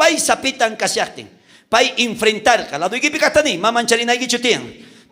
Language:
South Bolivian Quechua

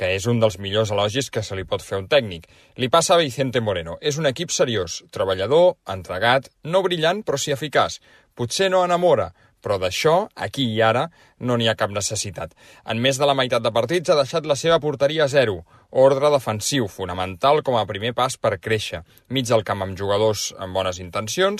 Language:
Catalan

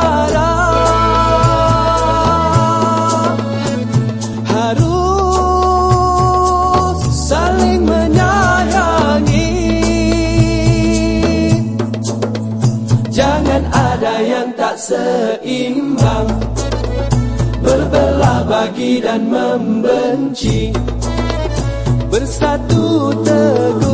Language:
Malay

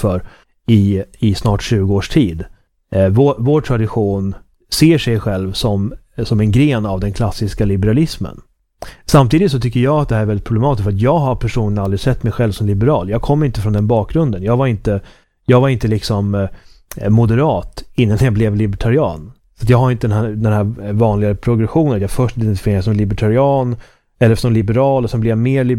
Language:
Swedish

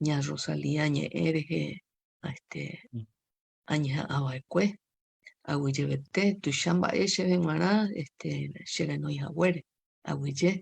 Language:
Guarani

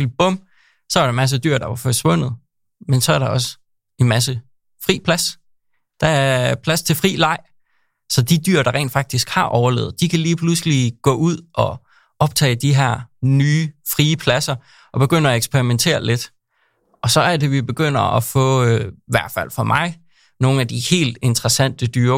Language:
Danish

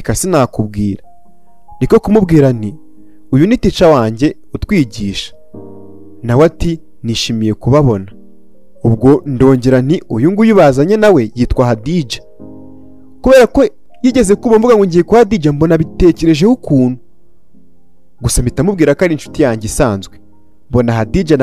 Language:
Kinyarwanda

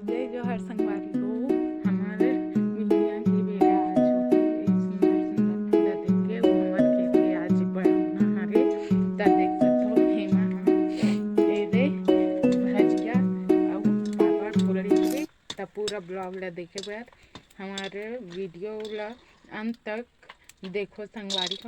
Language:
Chhattisgarhi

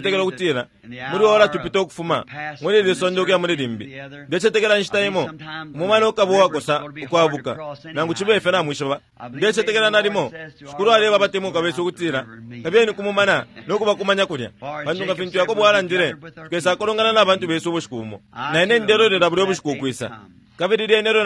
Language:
Bemba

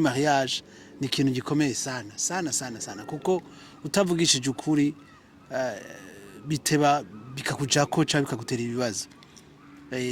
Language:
Rundi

